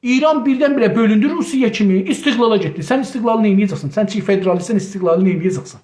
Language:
South Azerbaijani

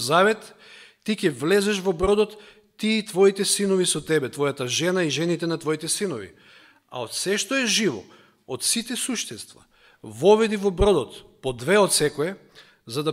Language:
Macedonian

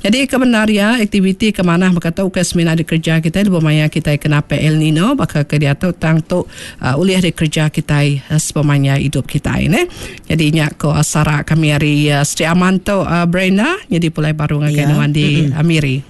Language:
Iban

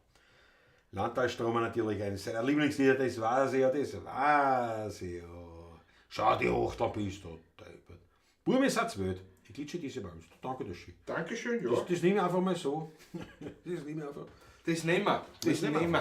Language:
Bavarian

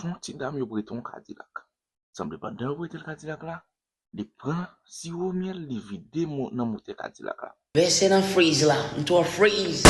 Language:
Haitian Creole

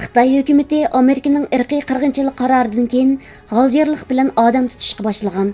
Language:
Uyghur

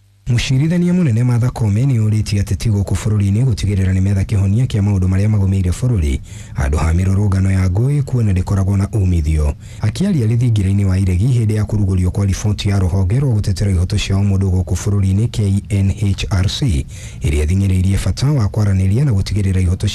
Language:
Kikuyu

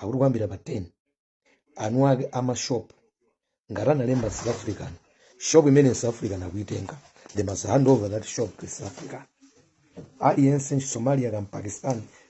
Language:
Nyanja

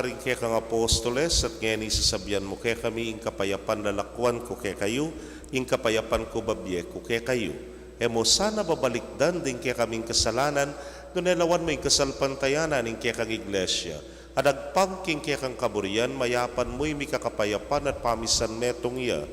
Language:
Pampanga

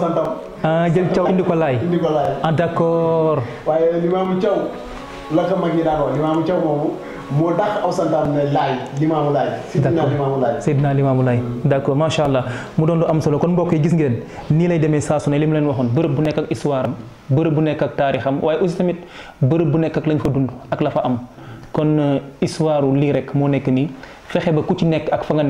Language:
Wolof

